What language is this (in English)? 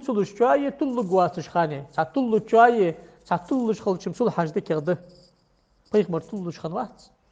Ingush